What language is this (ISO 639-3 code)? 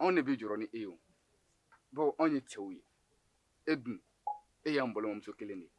bam